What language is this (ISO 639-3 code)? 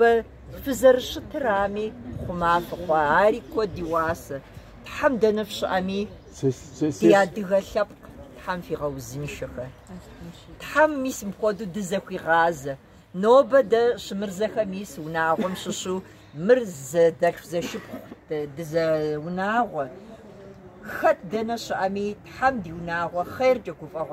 kbd